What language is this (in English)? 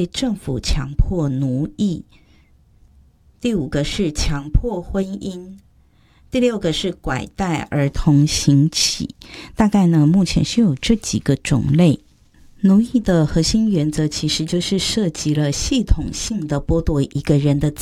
Chinese